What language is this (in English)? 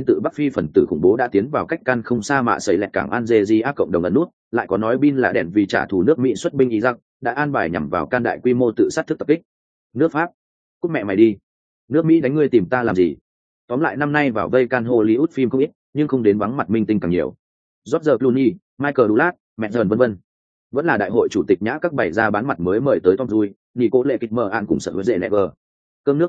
Vietnamese